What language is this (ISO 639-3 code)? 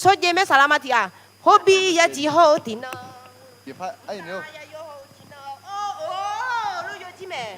ahk